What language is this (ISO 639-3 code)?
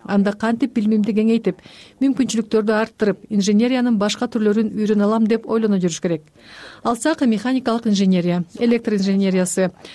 kir